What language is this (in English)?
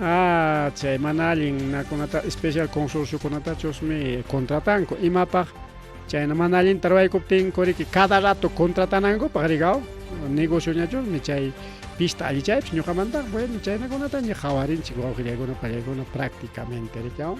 Ayacucho Quechua